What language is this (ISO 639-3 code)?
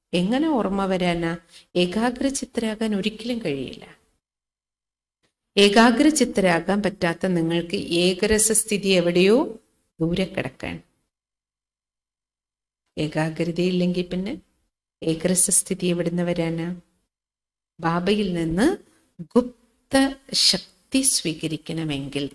mal